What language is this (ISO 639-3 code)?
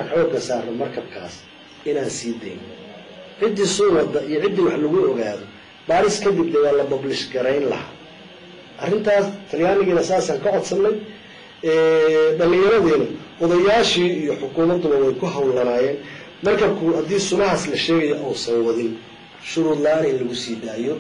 som